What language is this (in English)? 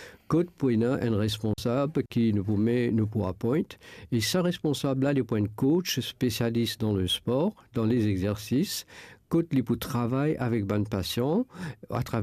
Morisyen